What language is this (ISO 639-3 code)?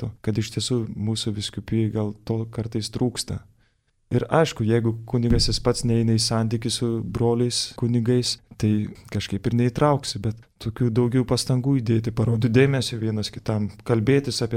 lit